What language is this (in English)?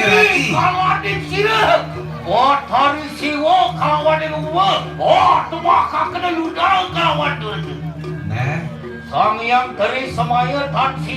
Balinese